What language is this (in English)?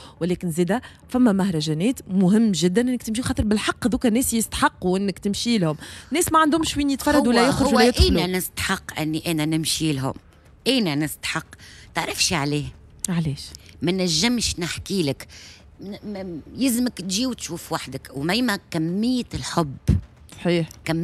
Tunisian Arabic